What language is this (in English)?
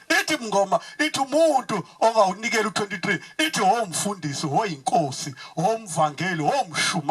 Zulu